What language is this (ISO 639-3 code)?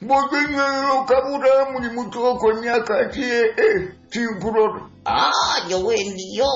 nyo